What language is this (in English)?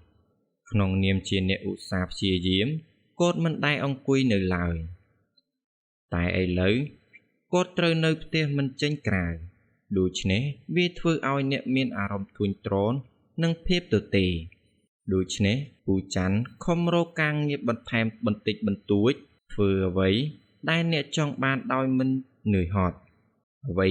Khmer